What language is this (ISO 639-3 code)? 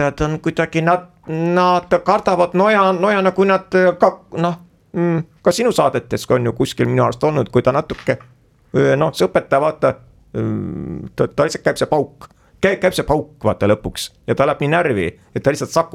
est